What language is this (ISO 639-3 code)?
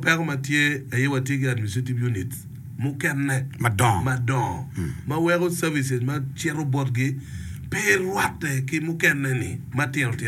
ach